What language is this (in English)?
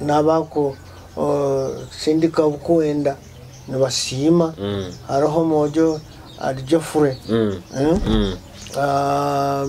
Nyoro